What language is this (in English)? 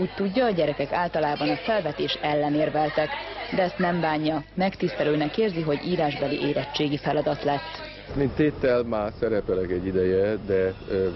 Hungarian